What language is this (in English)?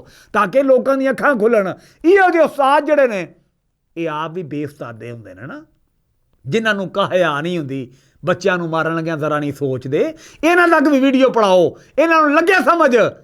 Western Panjabi